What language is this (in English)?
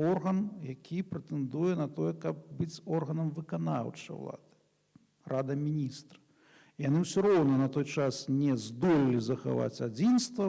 Belarusian